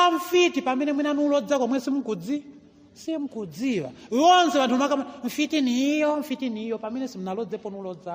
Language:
Nyanja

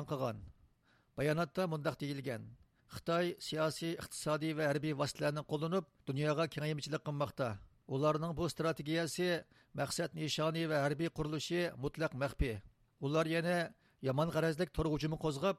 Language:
Uyghur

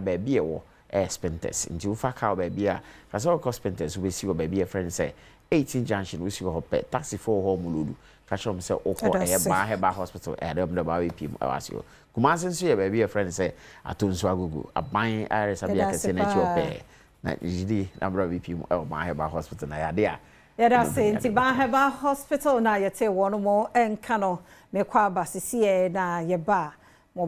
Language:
Akan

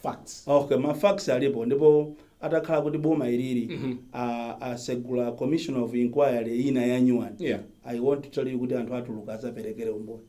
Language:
Nyanja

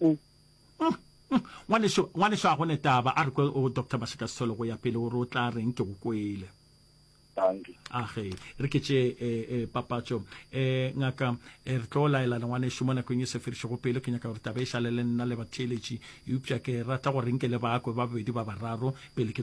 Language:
Northern Sotho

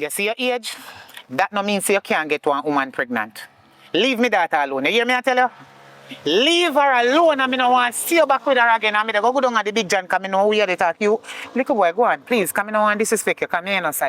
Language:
Jamaican Creole English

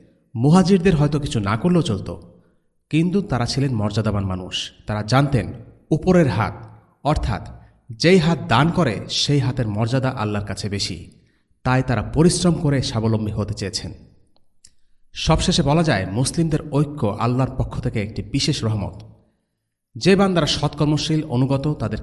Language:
Bangla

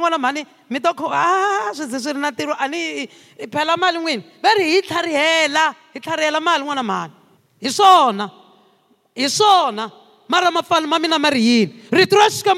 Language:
Tsonga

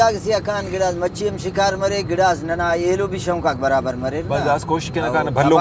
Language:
Brahui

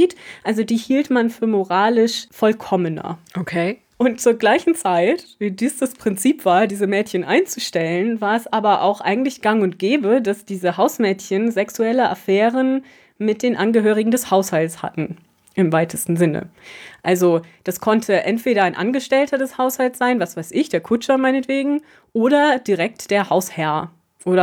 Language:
German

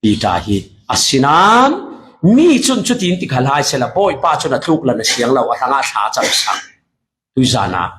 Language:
Falam Chin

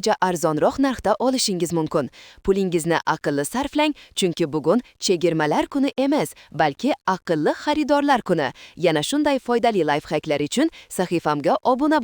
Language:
Uzbek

